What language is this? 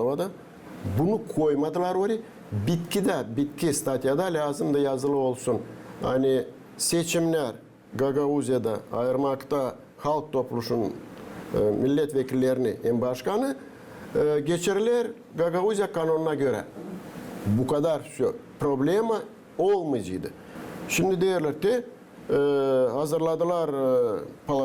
Gagauz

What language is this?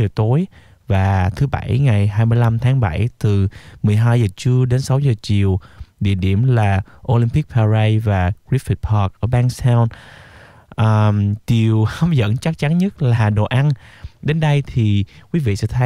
Vietnamese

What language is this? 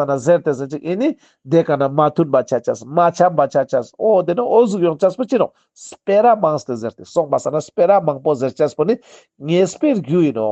Ladakhi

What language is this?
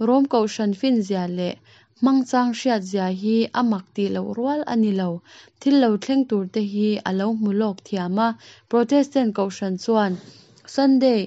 Mizo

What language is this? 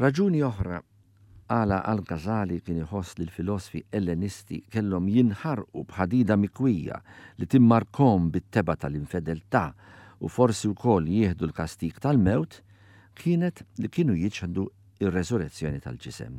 Maltese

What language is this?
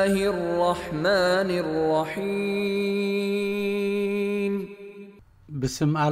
Tigrinya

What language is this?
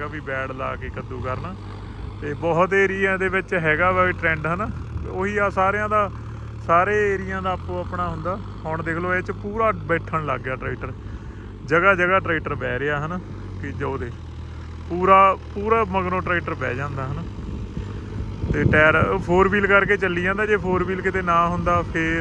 Punjabi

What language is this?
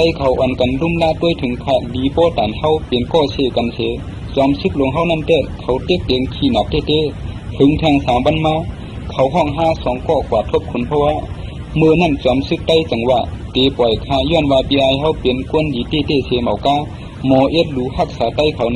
Shan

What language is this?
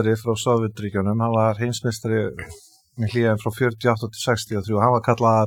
Icelandic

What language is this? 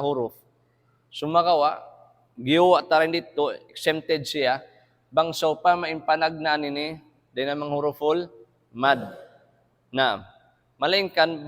Tausug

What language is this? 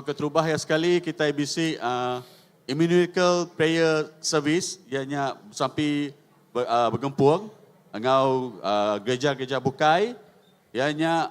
Iban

